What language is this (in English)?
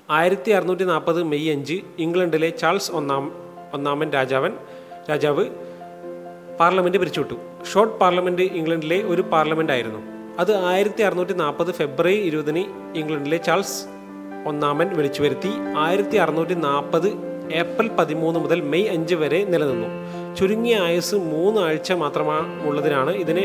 Malayalam